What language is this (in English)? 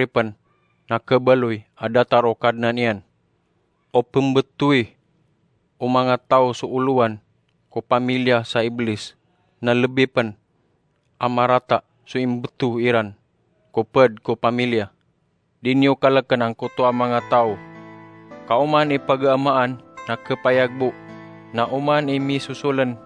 Maranao